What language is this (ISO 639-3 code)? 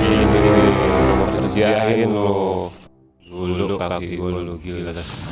bew